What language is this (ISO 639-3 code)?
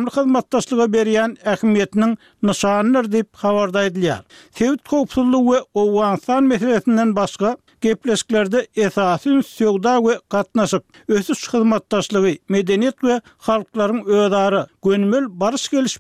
tuk